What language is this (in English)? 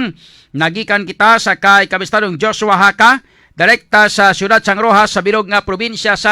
Hiligaynon